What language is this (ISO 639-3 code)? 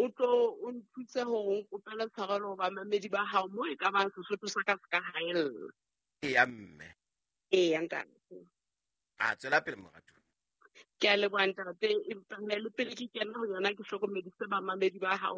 sot